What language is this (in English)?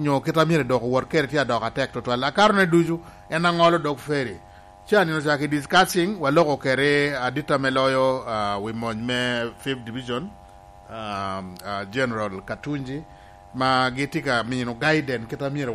Lango (Uganda)